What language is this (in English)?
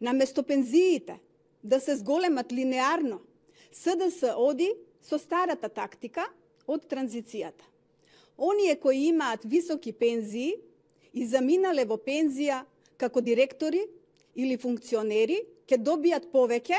Macedonian